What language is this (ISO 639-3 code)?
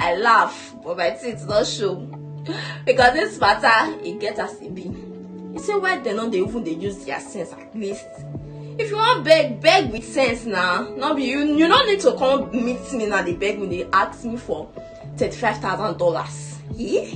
pcm